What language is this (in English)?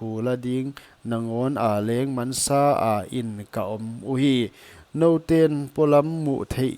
Paite Chin